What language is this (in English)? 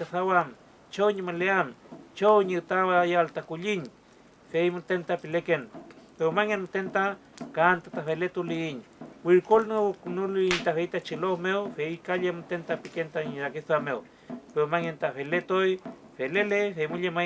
Mapuche